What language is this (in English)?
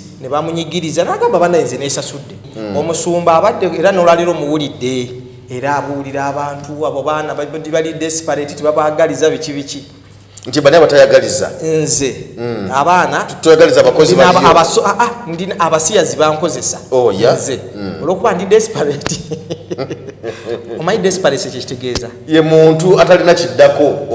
Ganda